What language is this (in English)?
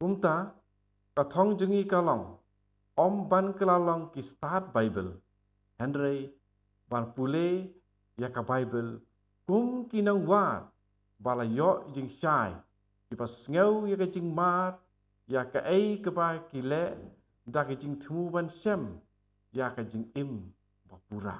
Khasi